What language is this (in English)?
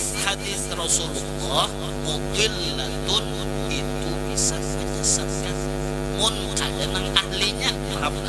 Banjar